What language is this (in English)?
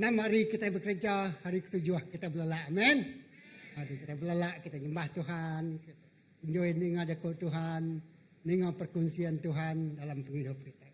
Iban